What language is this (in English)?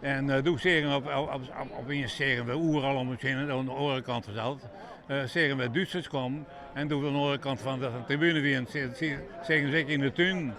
Western Frisian